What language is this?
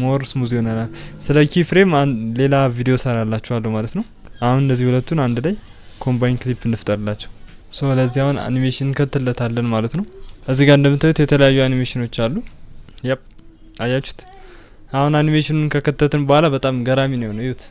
Amharic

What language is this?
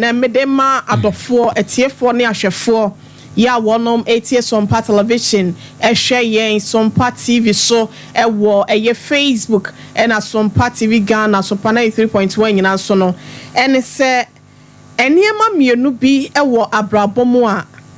Akan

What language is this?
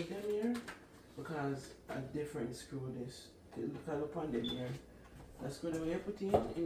Jamaican Creole English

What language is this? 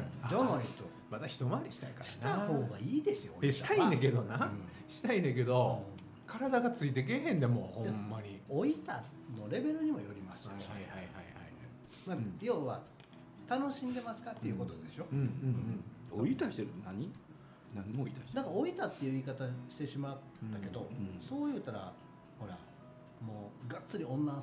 Japanese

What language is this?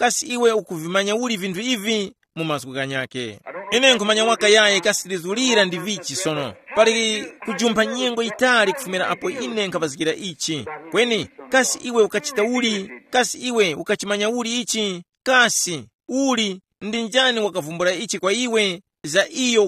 Tumbuka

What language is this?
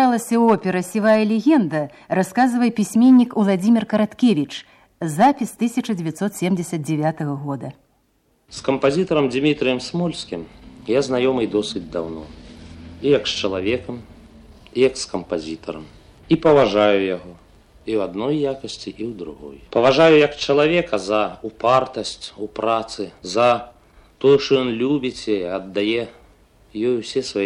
Belarusian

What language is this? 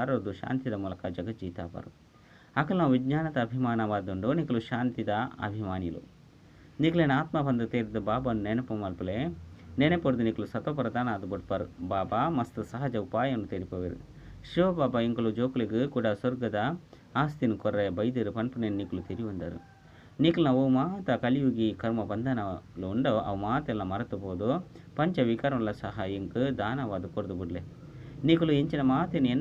Tulu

